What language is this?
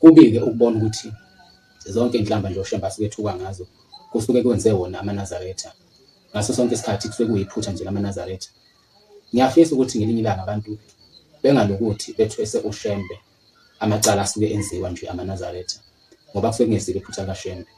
Zulu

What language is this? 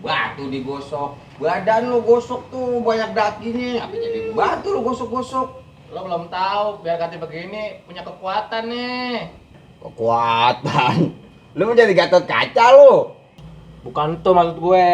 Betawi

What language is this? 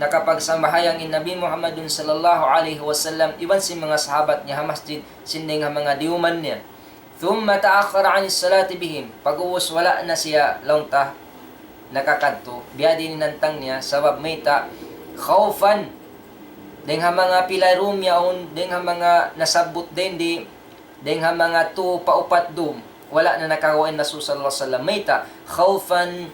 Tausug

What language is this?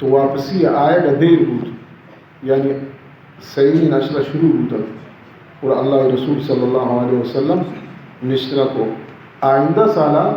Baluchi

